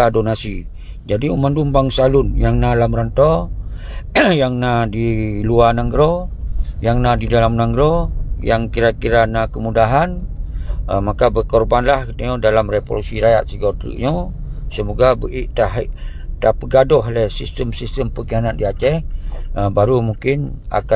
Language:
Achinese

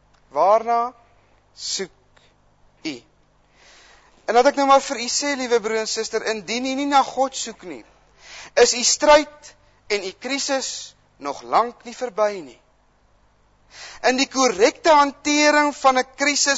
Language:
Afrikaans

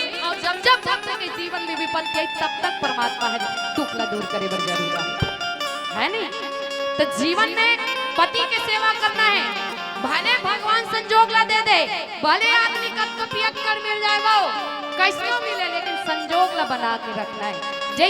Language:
Chhattisgarhi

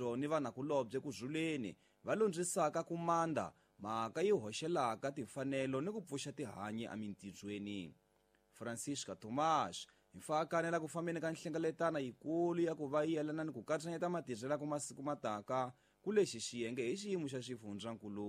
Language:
Tsonga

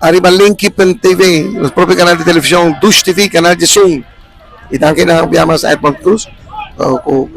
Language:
Papiamento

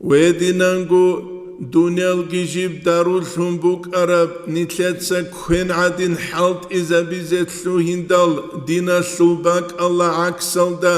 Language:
Avaric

